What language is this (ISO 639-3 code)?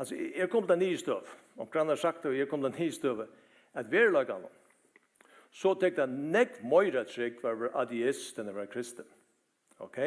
fao